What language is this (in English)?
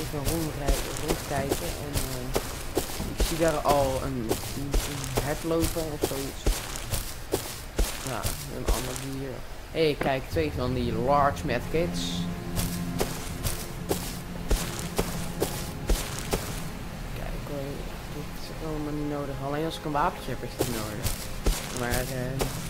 Dutch